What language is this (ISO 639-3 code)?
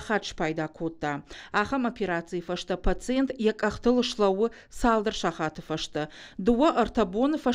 oss